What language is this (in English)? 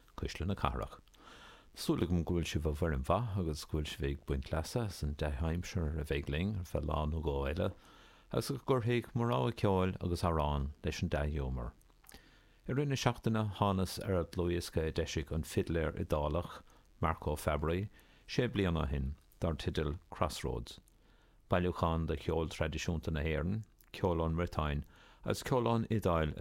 Irish